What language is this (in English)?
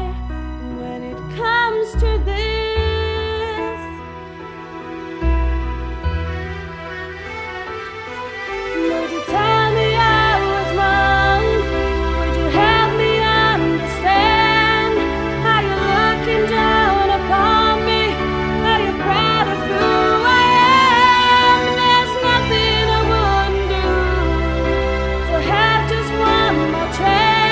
English